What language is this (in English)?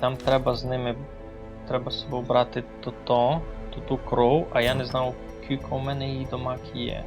Rusyn